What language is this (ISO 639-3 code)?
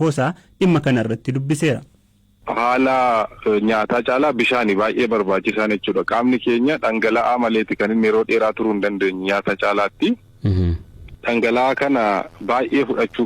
orm